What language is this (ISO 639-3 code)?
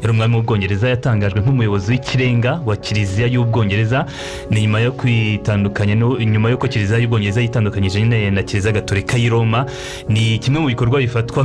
kin